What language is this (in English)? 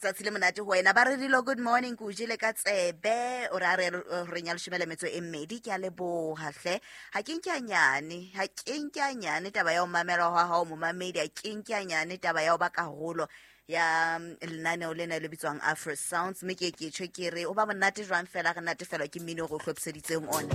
Southern Sotho